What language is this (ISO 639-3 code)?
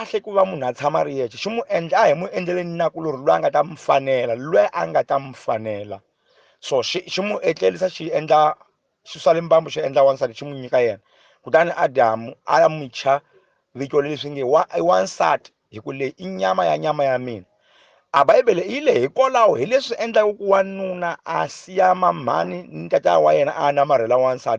tso